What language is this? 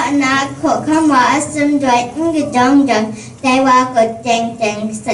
Kachin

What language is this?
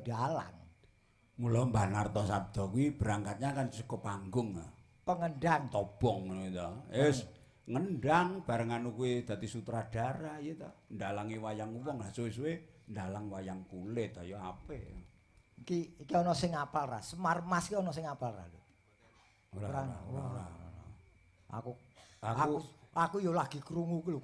Javanese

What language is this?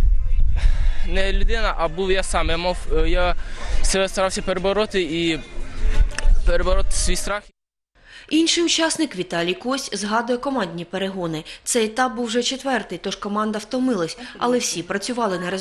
Ukrainian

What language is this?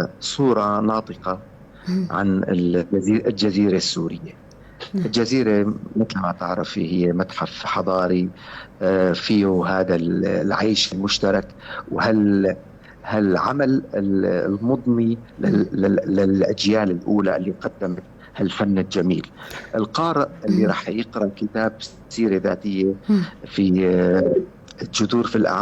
North Levantine Arabic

